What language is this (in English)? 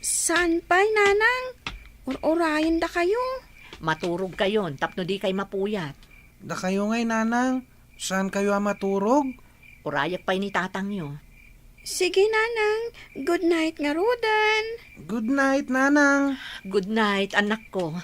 Iloko